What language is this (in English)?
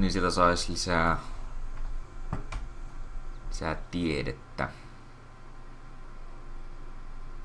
Finnish